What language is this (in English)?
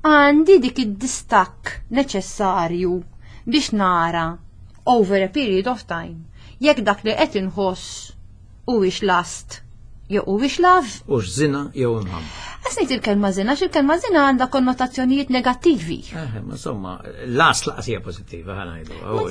Maltese